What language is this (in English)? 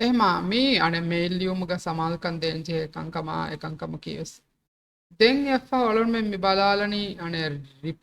Divehi